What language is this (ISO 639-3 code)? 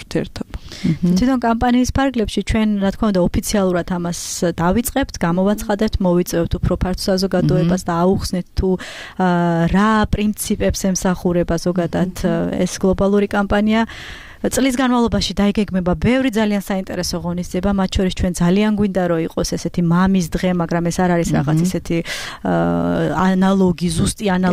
kat